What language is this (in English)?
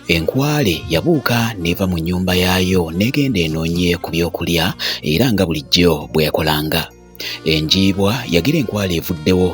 Ganda